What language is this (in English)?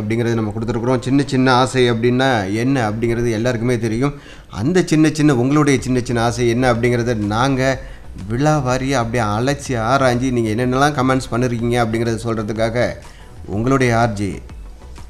Tamil